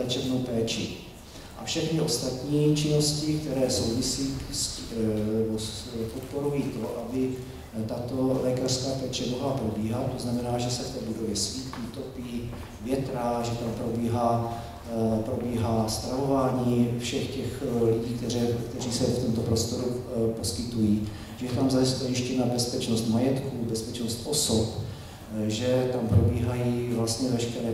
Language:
Czech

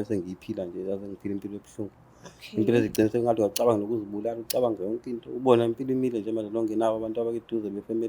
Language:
Zulu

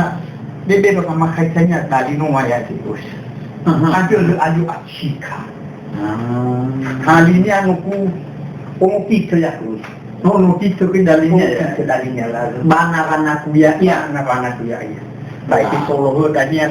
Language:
Nias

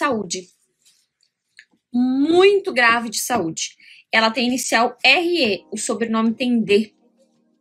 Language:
Portuguese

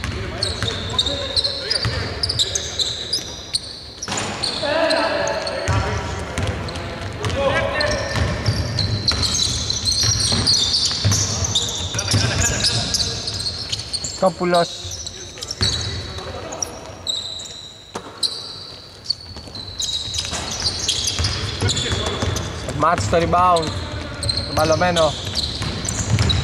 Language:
Greek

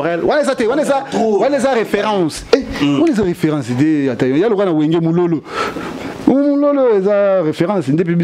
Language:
Lingala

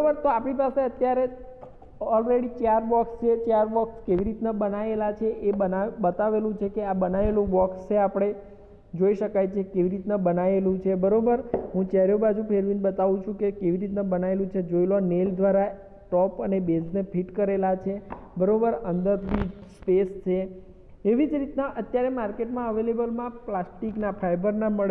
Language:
Gujarati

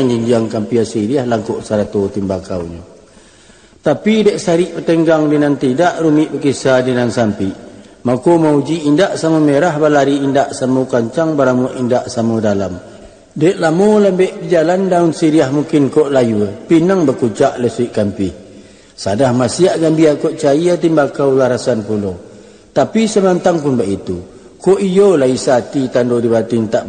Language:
Minangkabau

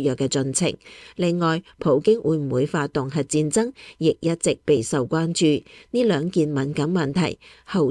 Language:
Cantonese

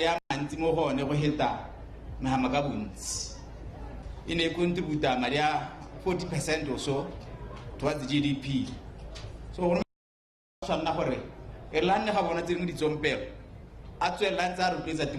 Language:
Tswana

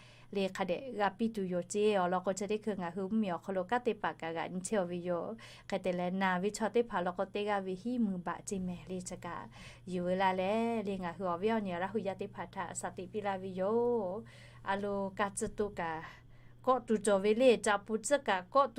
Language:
Lahu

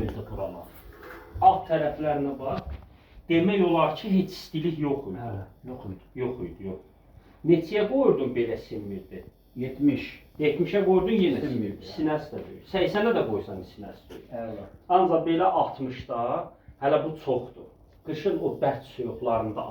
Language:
Azerbaijani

